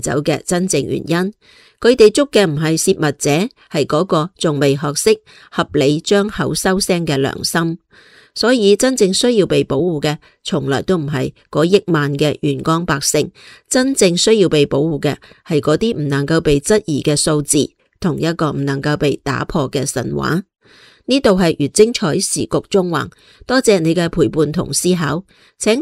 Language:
Cantonese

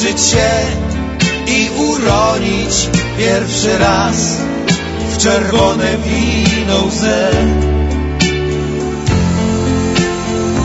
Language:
Polish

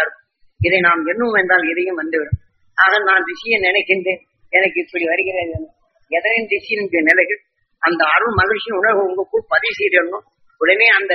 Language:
Tamil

